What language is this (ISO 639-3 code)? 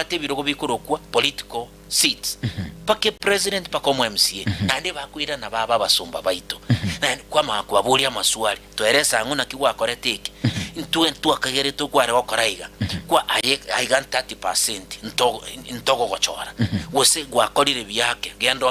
guz